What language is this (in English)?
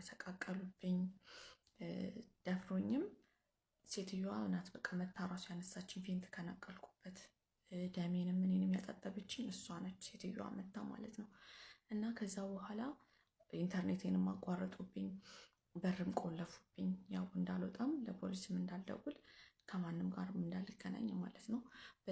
Amharic